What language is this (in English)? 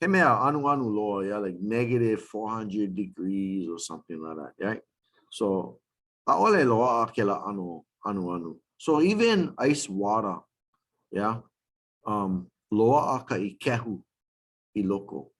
Hawaiian